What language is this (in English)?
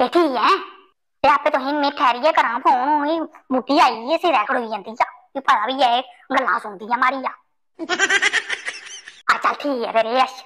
Dogri